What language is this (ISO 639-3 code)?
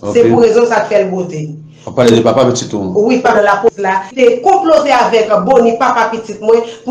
hat